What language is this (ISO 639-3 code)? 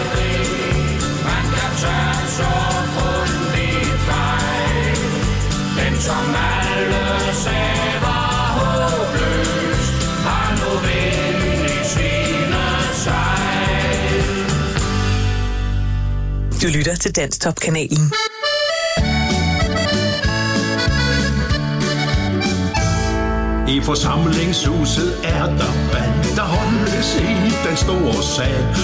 dan